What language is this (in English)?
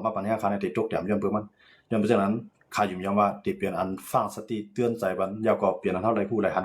Shan